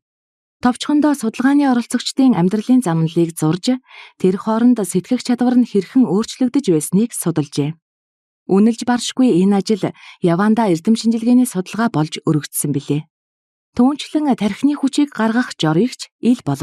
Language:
Mongolian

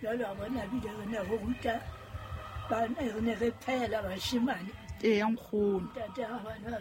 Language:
Southern Sotho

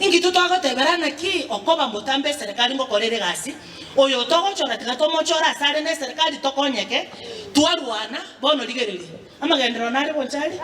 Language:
Gusii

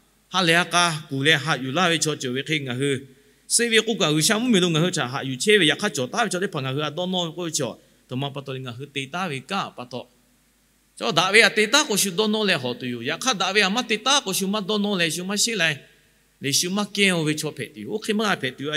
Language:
Lahu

